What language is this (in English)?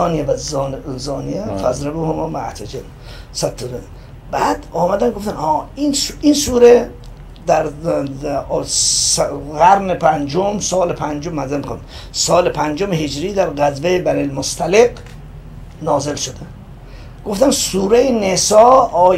Persian